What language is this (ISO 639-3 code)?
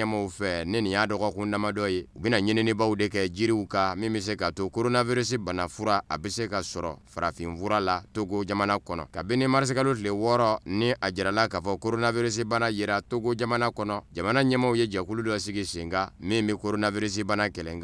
bam